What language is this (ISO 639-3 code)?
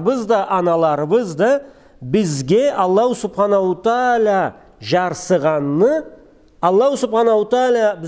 krc